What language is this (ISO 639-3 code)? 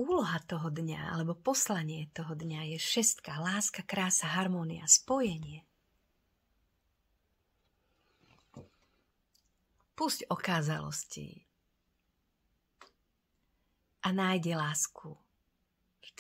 slk